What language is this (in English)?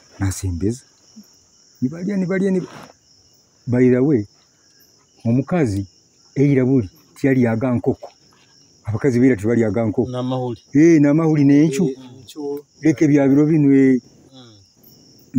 Nyoro